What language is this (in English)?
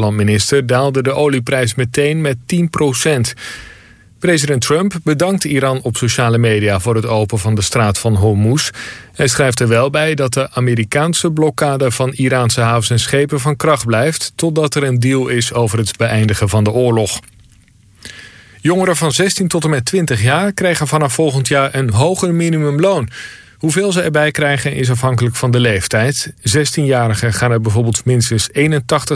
Dutch